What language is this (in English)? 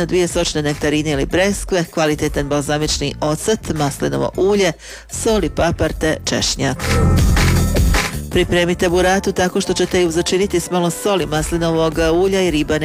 Croatian